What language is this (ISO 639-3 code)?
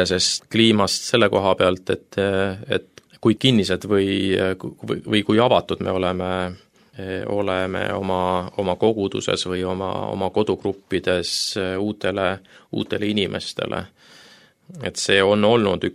est